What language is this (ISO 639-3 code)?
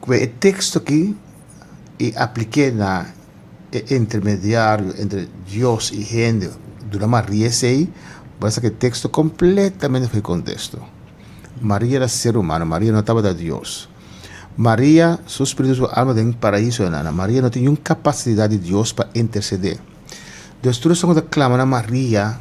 pap